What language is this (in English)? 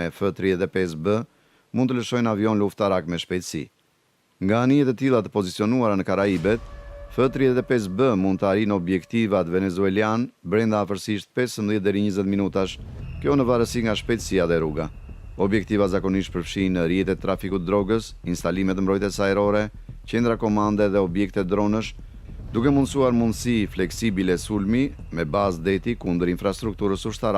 Albanian